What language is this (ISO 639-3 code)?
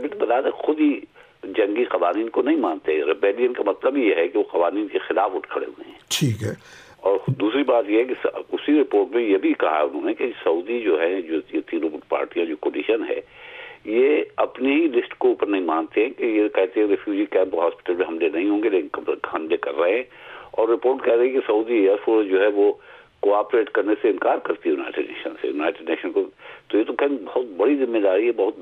urd